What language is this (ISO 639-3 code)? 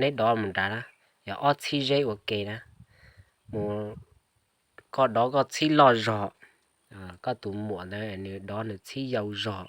hmn